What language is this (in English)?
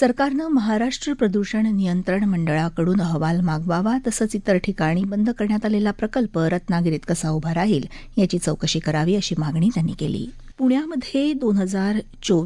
Marathi